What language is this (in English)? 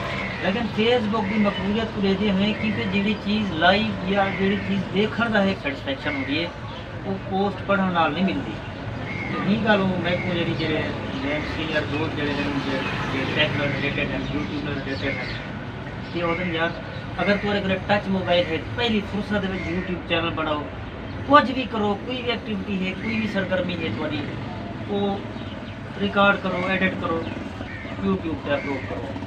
Saraiki